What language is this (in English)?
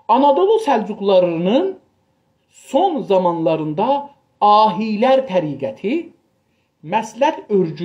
South Azerbaijani